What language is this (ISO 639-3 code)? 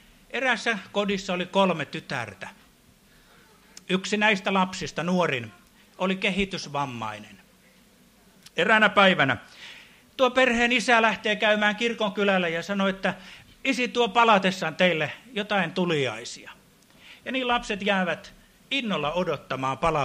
fin